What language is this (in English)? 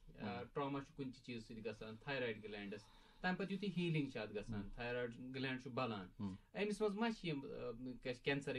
Kashmiri